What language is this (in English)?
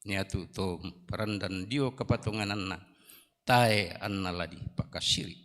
Toraja-Sa'dan